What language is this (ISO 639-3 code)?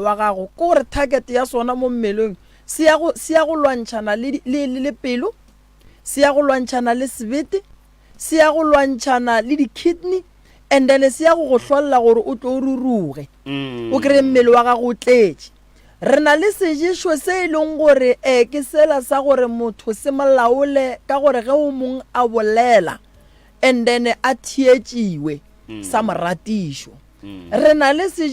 nso